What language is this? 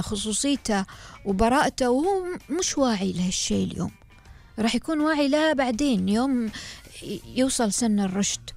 Gulf Arabic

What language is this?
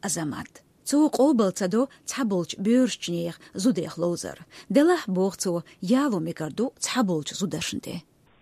Chechen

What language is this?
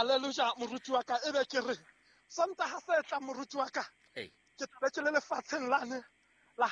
Southern Sotho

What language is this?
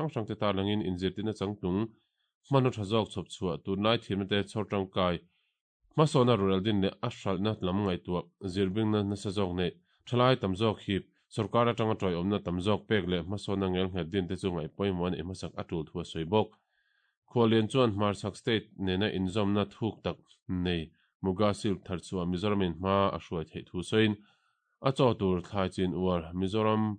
Mizo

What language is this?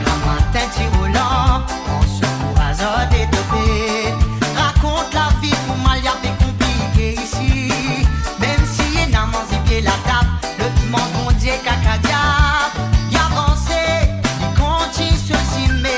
Morisyen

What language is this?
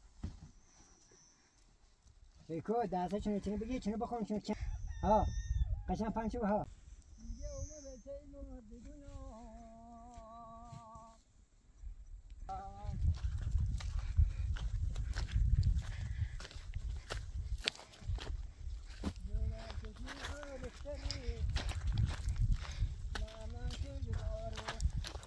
Persian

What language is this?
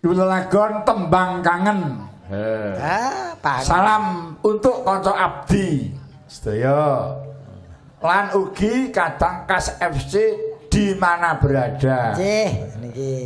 Javanese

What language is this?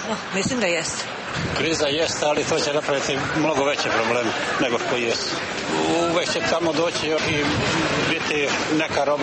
Serbian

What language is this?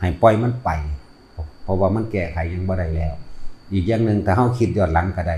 Northeastern Thai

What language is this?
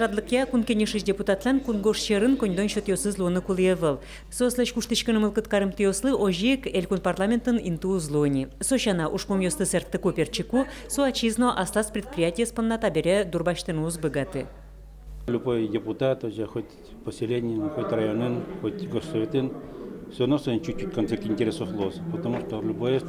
Udmurt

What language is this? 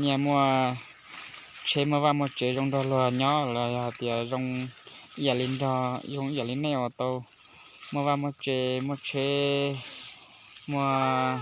Hmong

